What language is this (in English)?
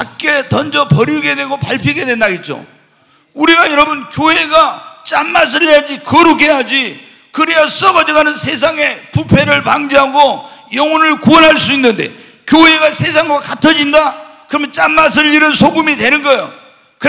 Korean